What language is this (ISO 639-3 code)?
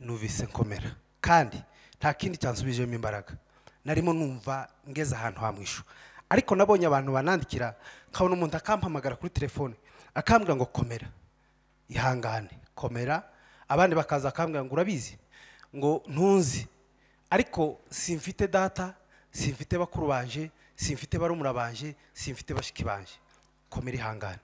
kin